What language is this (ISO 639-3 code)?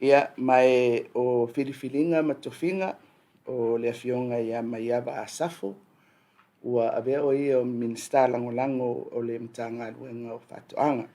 smo